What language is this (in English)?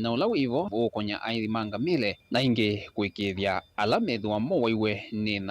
Kamba